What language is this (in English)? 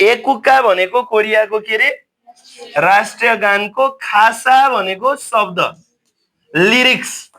Nepali